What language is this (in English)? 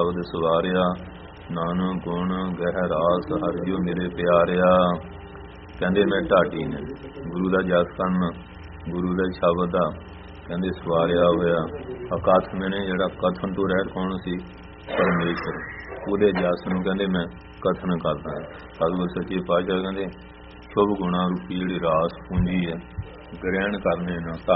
Punjabi